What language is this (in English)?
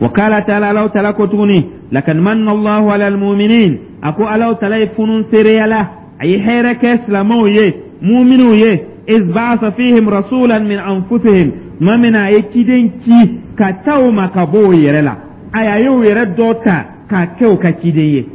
Dyula